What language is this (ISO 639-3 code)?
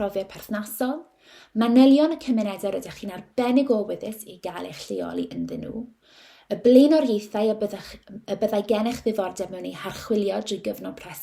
cym